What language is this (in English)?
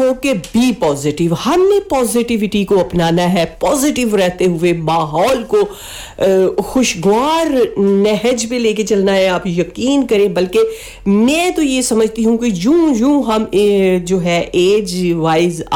Urdu